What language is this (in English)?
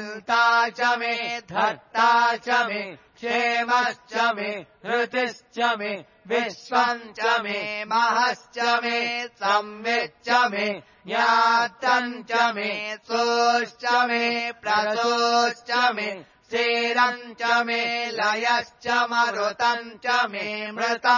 Sanskrit